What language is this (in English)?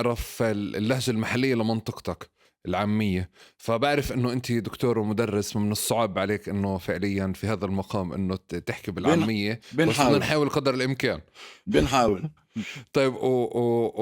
North Levantine Arabic